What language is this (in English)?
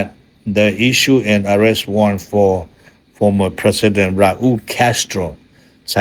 Hmong